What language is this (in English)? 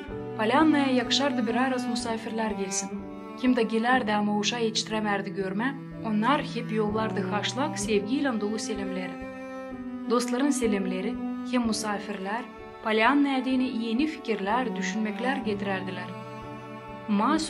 Gagauz